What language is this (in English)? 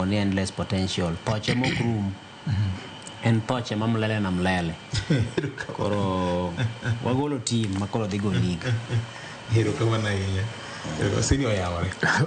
Luo (Kenya and Tanzania)